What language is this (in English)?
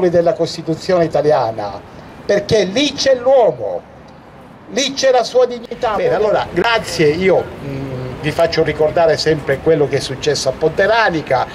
Italian